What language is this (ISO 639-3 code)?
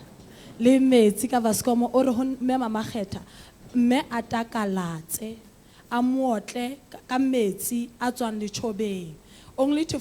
sot